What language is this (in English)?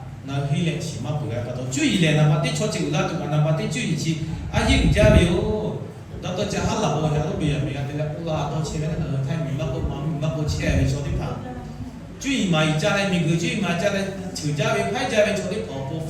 Lahu